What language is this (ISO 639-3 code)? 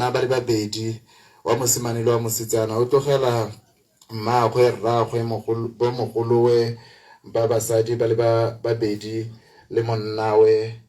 tsn